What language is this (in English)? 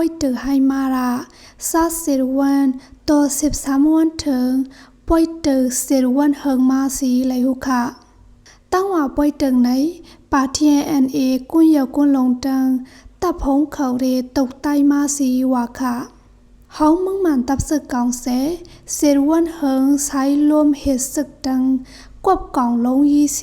Shan